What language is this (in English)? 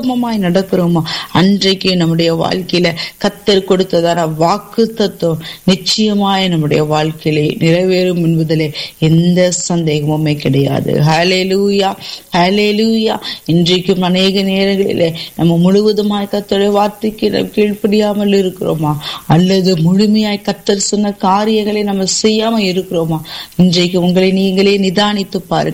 Tamil